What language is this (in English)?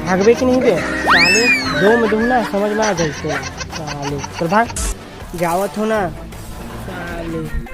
Chhattisgarhi